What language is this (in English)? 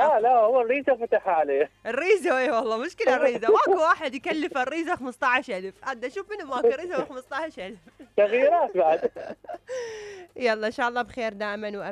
Mesopotamian Arabic